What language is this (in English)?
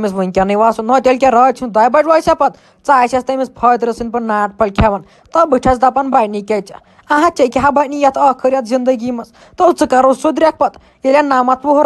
Kashmiri